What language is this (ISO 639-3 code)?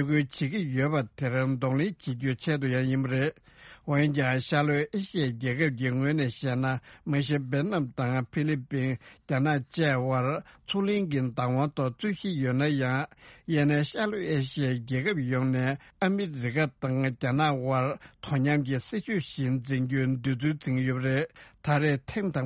bod